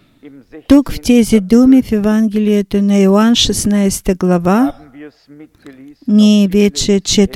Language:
Bulgarian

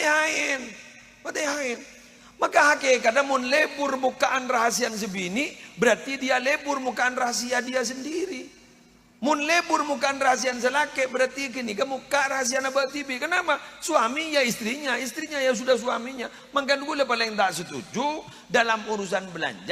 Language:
Madurese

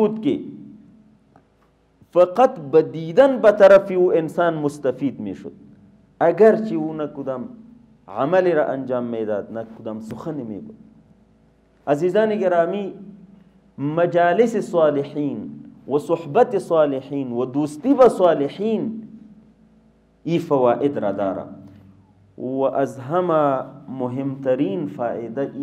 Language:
Persian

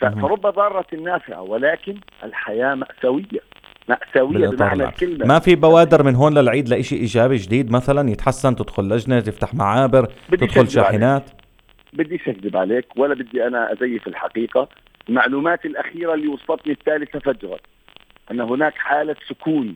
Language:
North Levantine Arabic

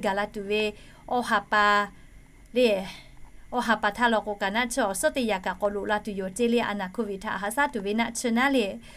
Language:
Lahu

